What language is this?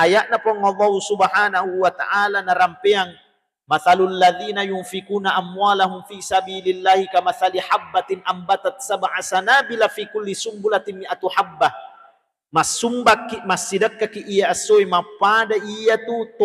Buginese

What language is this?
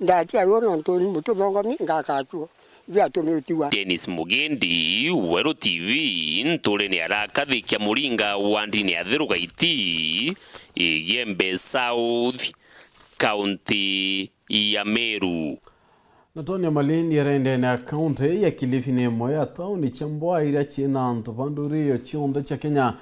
Meru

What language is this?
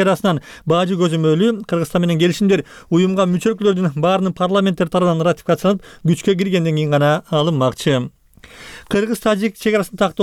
Kyrgyz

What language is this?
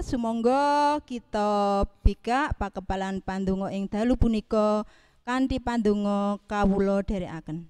Javanese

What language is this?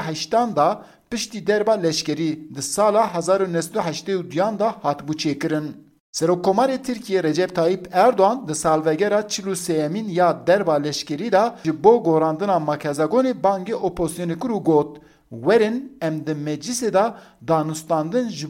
Kurdish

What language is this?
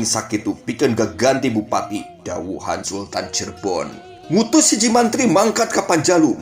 Sundanese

